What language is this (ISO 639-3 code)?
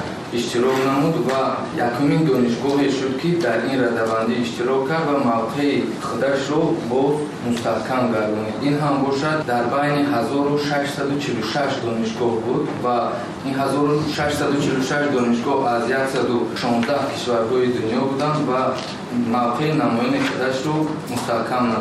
tgk